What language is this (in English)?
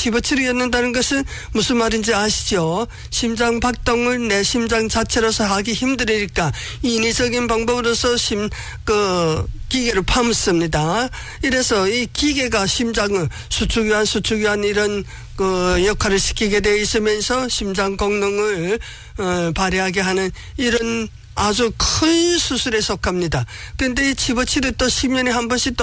Korean